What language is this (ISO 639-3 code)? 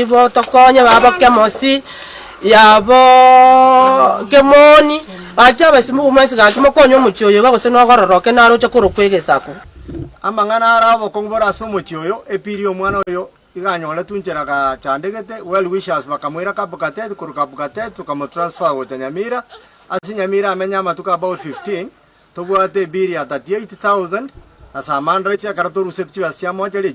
guz